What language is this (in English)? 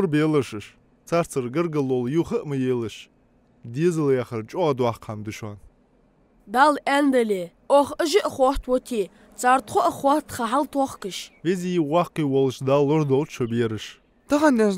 Ingush